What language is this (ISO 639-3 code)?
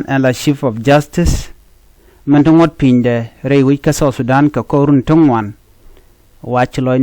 nus